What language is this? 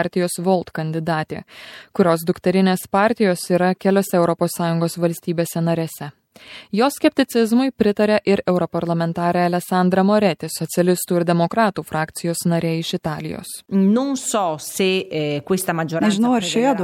Lithuanian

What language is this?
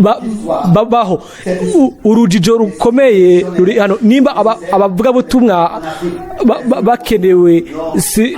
Rundi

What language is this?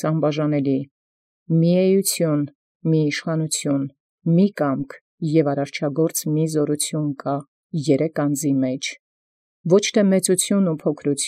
Armenian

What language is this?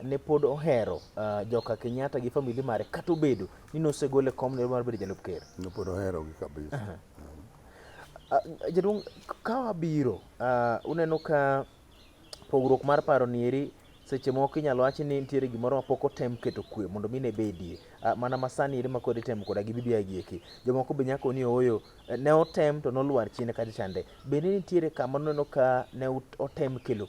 Luo (Kenya and Tanzania)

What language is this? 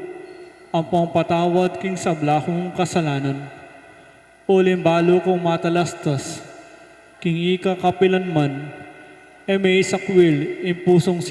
Pampanga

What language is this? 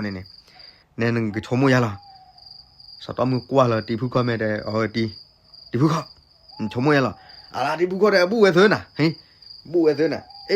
S'gaw Karen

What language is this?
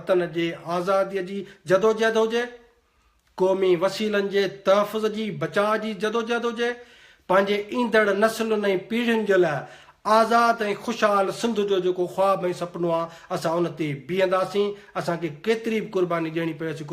Sindhi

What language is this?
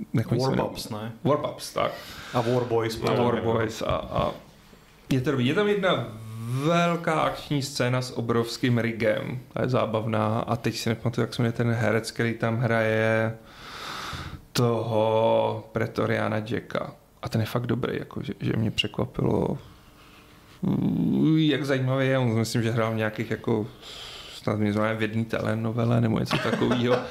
Czech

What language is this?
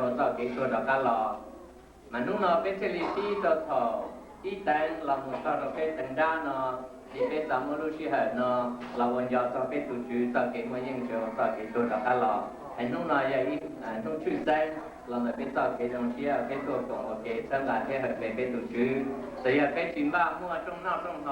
Hmong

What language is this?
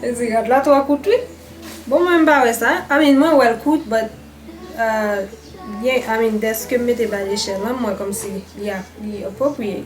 Haitian Creole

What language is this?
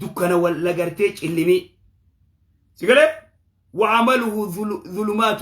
Oromo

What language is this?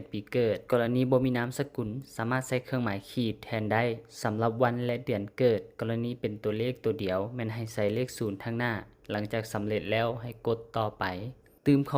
Lao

